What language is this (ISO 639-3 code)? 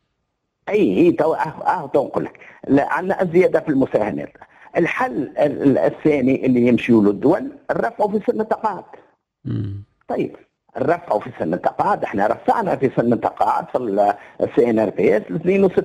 aeb